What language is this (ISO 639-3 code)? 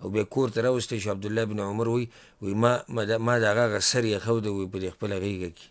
pus